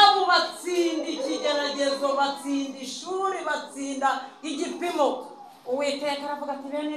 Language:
Kinyarwanda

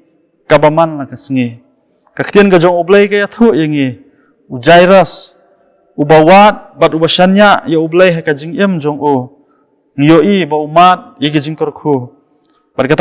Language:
Khasi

